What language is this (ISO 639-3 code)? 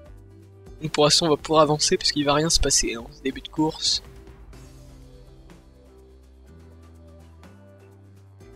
fra